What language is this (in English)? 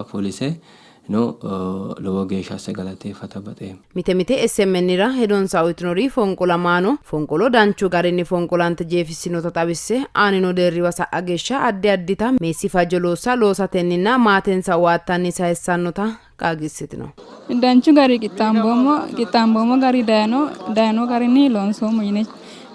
Sidamo